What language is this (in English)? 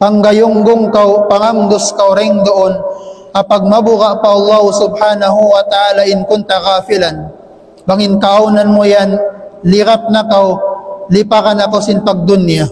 Tausug